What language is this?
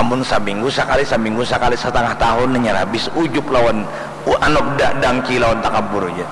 Banjar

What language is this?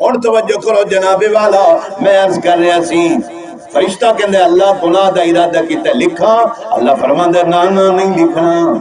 Saraiki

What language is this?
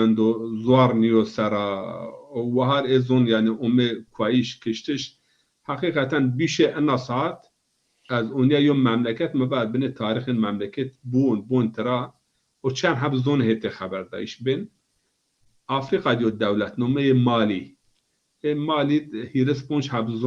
Zaza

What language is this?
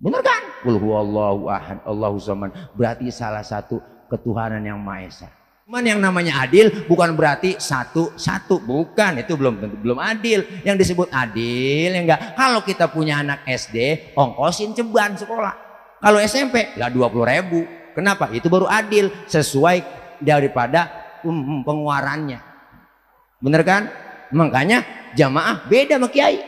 Betawi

